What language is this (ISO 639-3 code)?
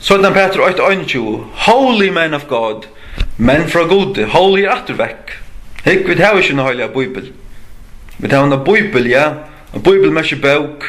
fao